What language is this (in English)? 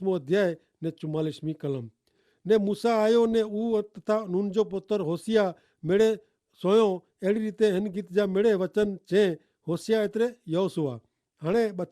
Kachhi